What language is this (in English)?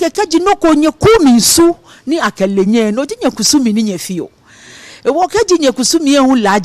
Ga